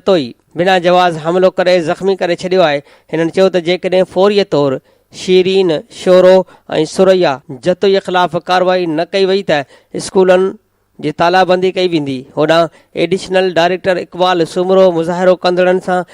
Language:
Sindhi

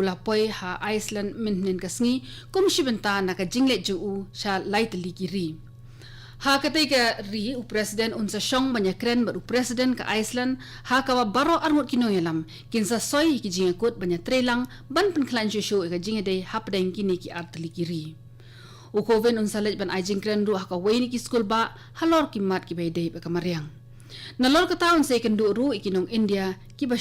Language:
Khasi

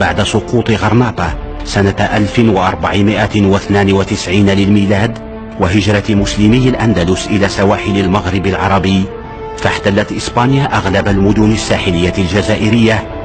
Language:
Arabic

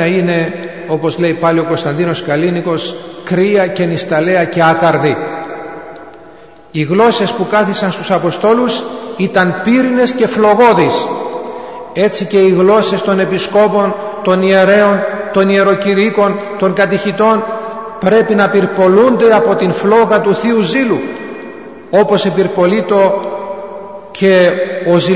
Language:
Greek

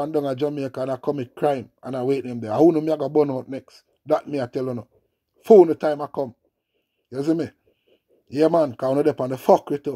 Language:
Jamaican Creole English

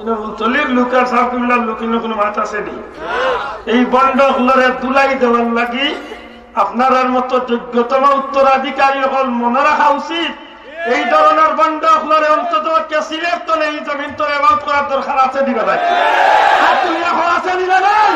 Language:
Sylheti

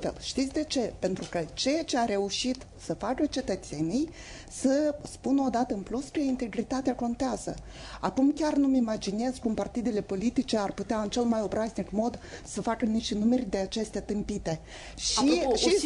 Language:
Romanian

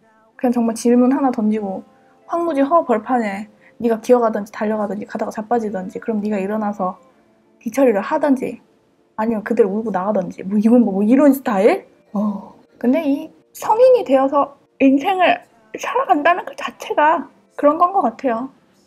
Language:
Korean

